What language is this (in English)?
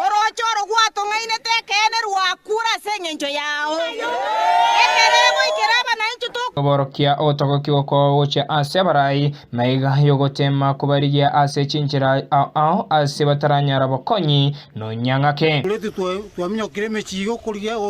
Gusii